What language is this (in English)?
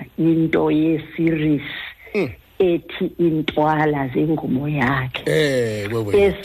Xhosa